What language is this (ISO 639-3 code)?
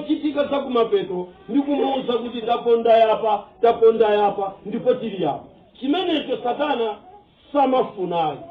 nya